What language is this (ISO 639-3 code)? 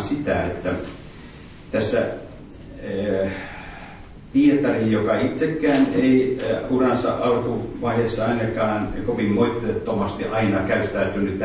fin